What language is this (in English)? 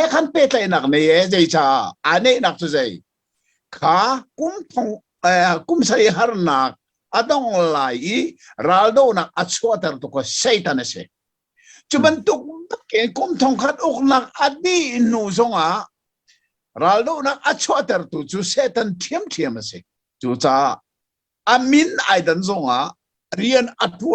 Hakha Chin